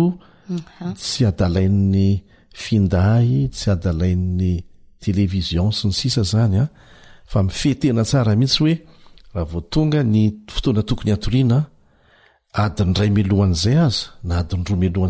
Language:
Malagasy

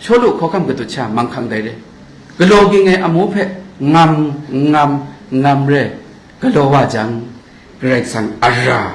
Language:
Kachin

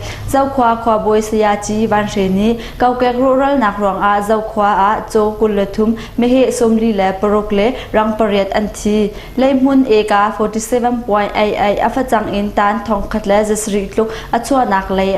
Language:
Hakha Chin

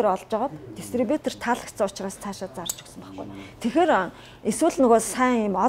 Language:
Mongolian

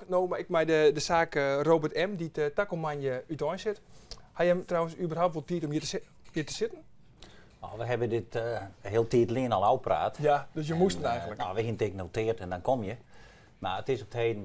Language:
Western Frisian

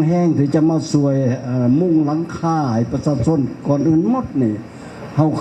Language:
Lao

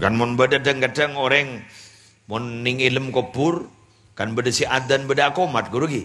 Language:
Madurese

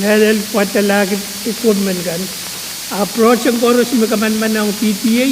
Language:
Pohnpeian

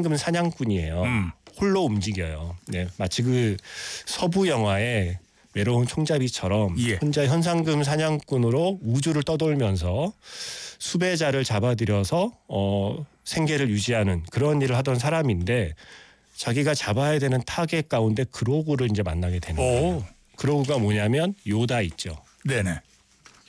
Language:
Korean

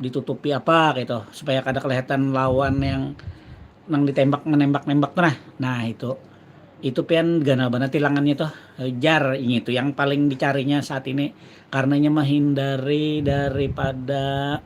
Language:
Banjar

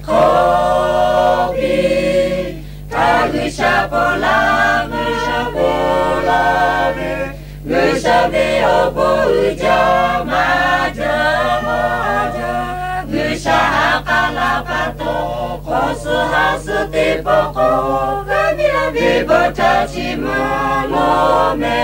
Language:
Lahu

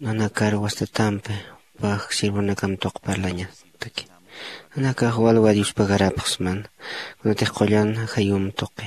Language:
Aymara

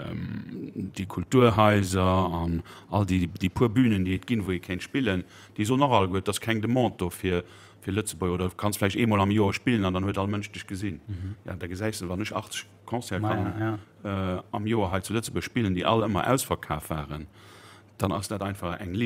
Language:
Luxembourgish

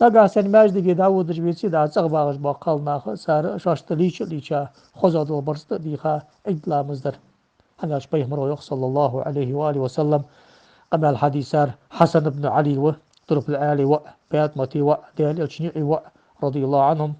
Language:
Ingush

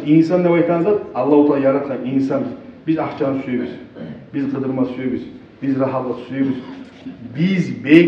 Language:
Kumyk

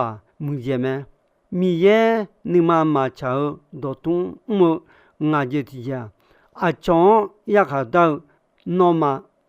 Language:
Akha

